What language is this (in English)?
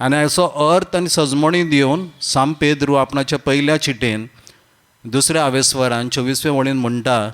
Konkani